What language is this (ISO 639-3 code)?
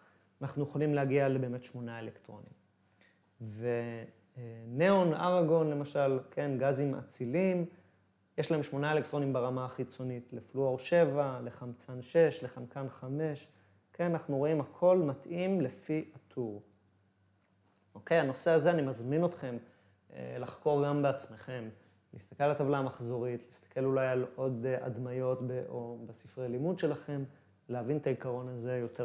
heb